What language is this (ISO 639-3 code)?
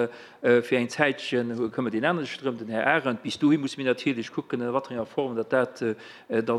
ltz